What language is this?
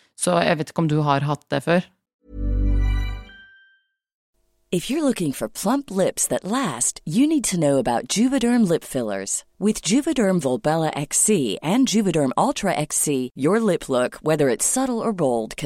Norwegian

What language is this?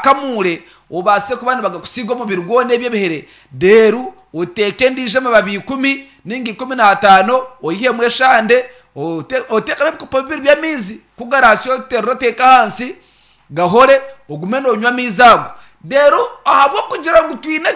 Nyankole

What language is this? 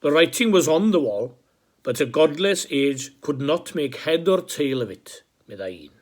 Welsh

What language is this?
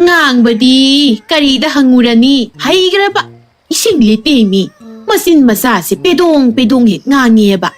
Manipuri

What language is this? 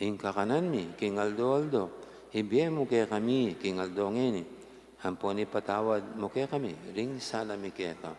Pampanga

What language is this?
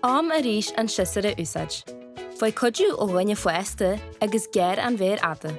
Irish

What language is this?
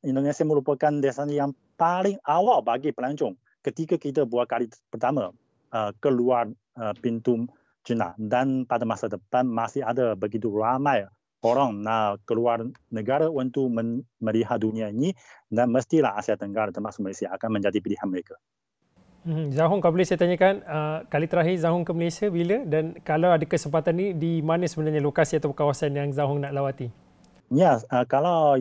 Malay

